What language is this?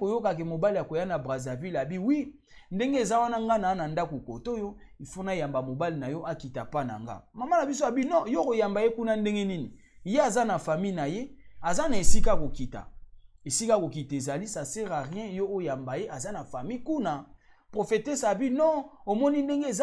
Lingala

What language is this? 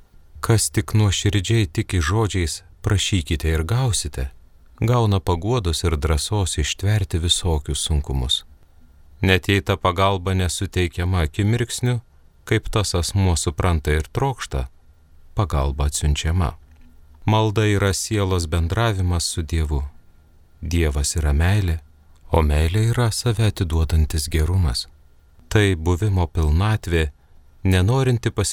Lithuanian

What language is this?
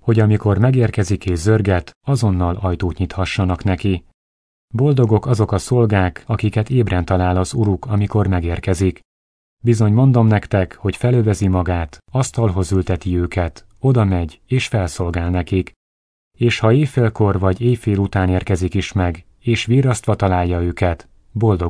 Hungarian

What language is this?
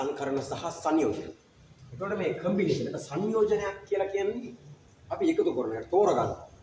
Sinhala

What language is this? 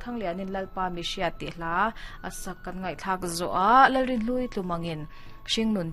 Mizo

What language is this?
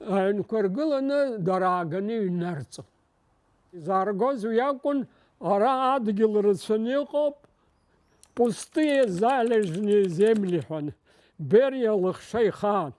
Abkhazian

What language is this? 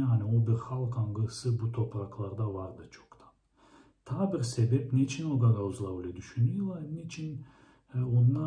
Gagauz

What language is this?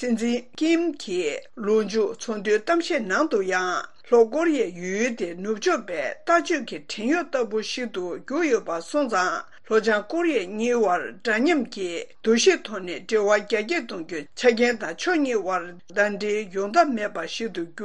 Tibetan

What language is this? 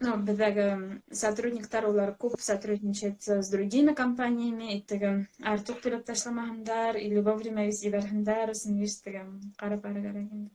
Bashkir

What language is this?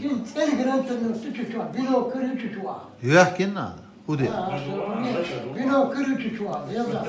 Chechen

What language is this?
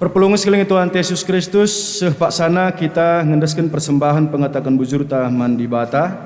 Batak Karo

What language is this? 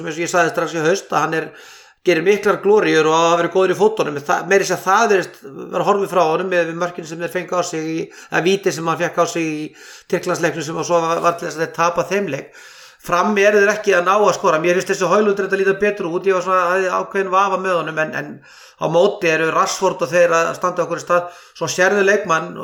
Icelandic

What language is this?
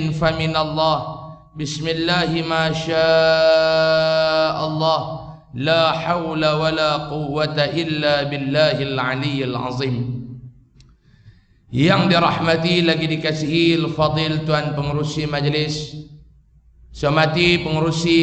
Malay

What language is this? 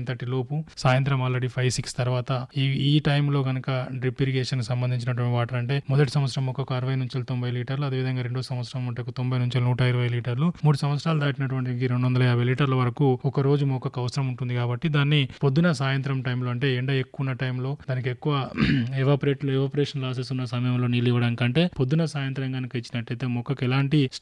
Telugu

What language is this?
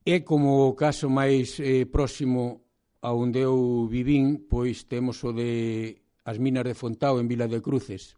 Galician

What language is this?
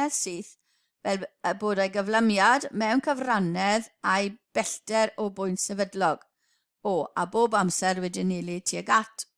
Welsh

